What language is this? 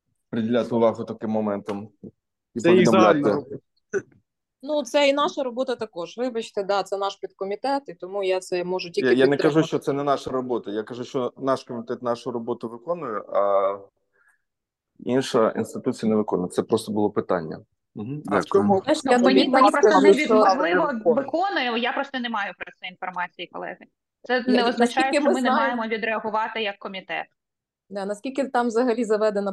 Ukrainian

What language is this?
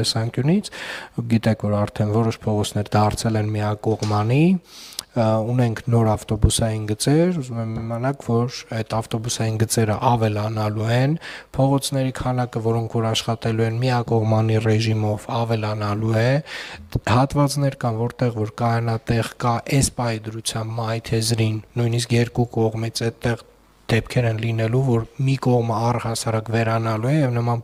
Armenian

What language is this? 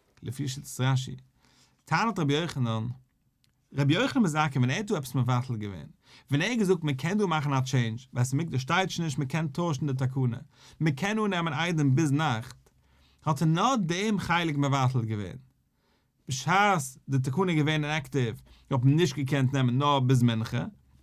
Yiddish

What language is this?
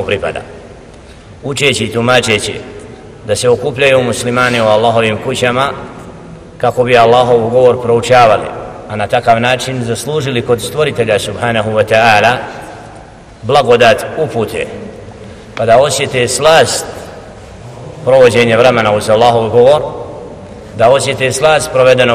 Bosnian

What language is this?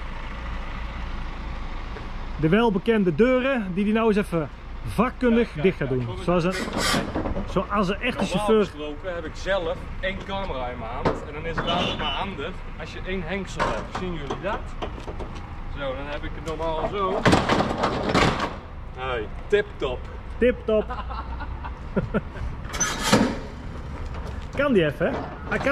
Dutch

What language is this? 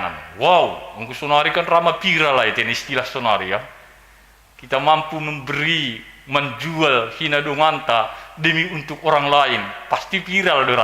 Batak Simalungun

